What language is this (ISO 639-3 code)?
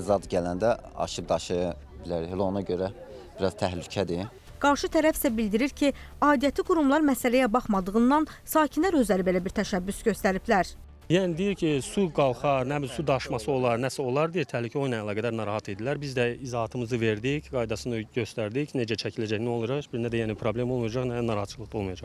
aze